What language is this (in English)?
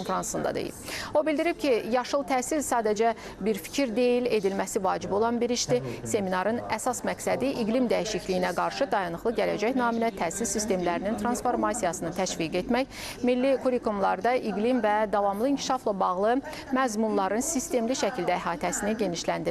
Azerbaijani